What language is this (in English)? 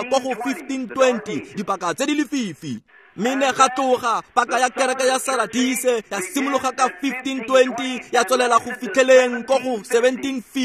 Tswana